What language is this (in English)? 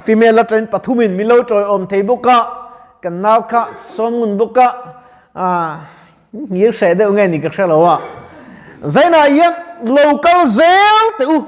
Mizo